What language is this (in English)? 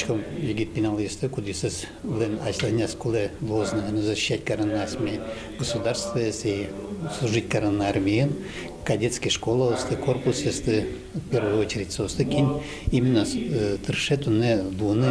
Udmurt